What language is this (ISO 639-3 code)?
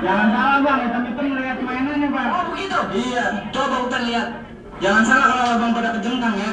bew